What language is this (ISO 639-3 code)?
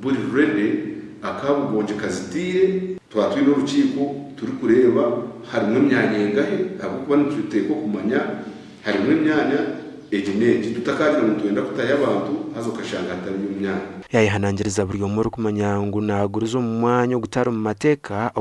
nyn